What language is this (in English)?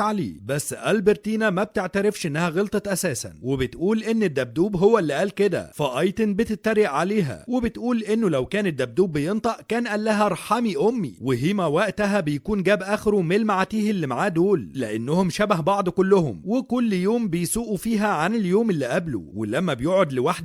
Egyptian Arabic